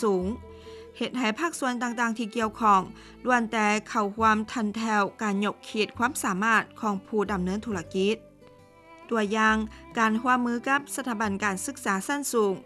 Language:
Lao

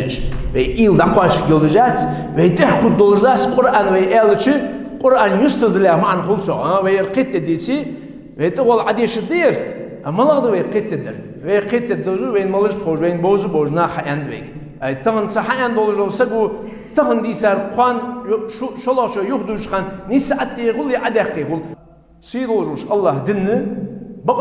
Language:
Ingush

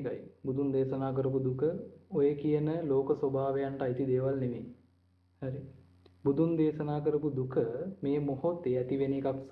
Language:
Sinhala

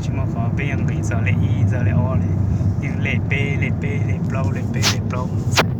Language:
Hmong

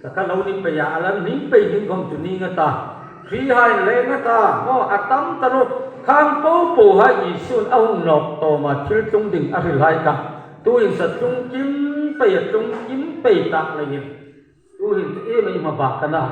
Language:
Hmar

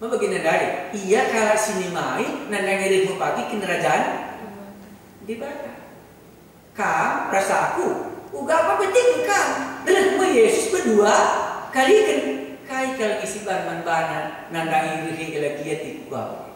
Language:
Batak Karo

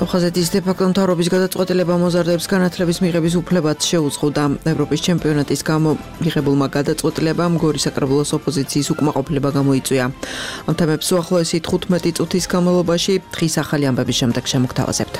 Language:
Georgian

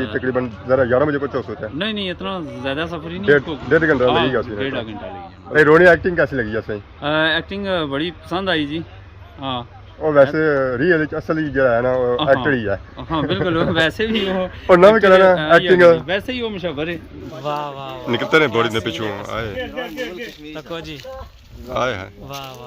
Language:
Pahari-Potwari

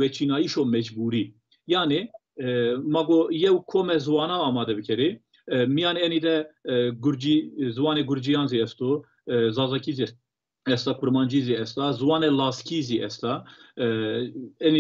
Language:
Zaza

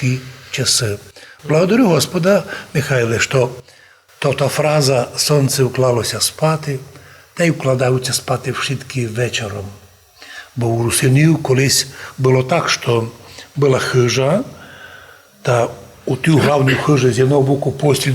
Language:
Rusyn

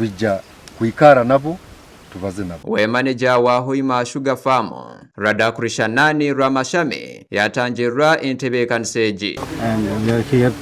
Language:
Nyankole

